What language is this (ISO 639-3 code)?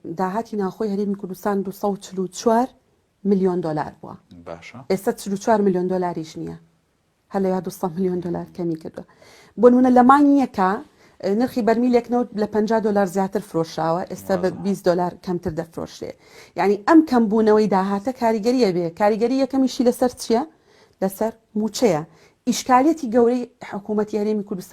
ckb